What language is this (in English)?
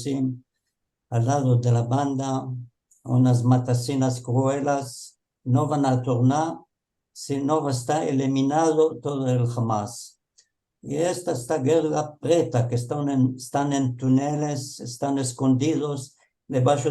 Ladino